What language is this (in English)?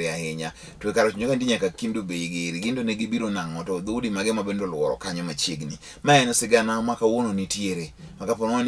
Luo (Kenya and Tanzania)